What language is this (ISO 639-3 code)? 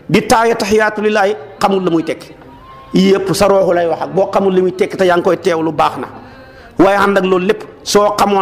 wol